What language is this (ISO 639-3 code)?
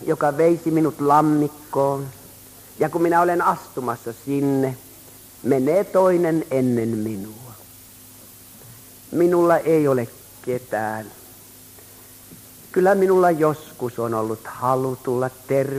fin